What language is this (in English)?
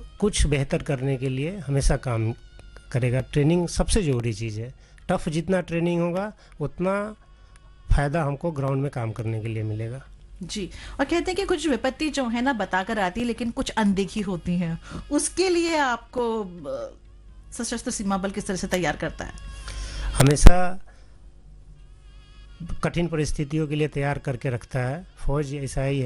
Hindi